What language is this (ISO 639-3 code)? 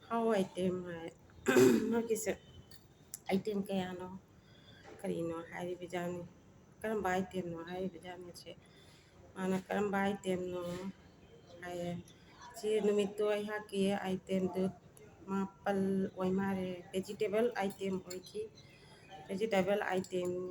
mni